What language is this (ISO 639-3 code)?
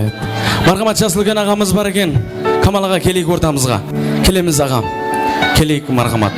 kaa